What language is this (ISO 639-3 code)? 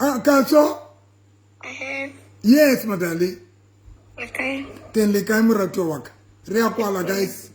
sot